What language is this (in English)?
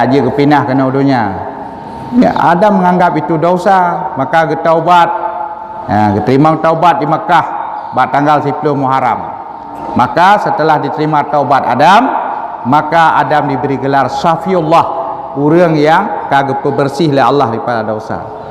Achinese